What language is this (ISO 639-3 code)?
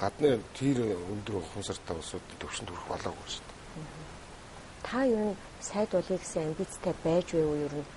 mon